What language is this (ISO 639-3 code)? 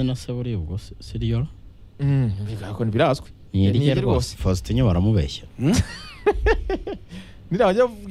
kin